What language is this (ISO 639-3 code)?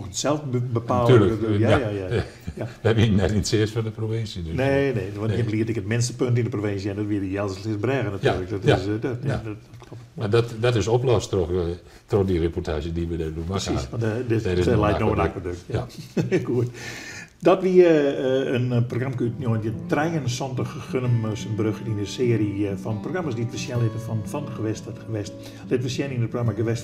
fry